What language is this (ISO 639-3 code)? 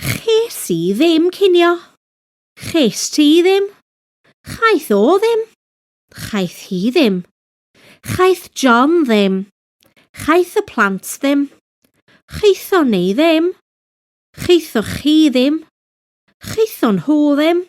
cym